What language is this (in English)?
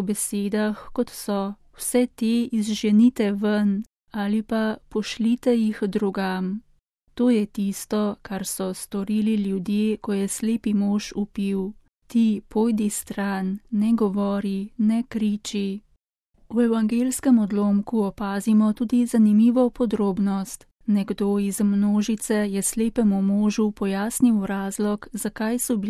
Slovenian